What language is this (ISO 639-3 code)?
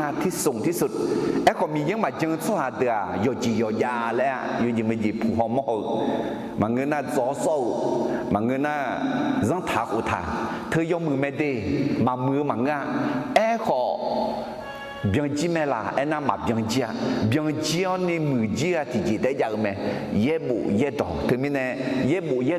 ahk